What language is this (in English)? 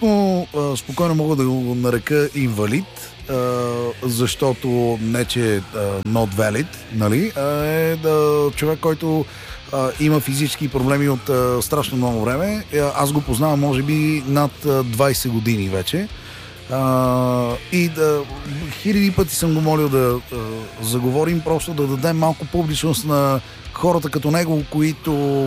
Bulgarian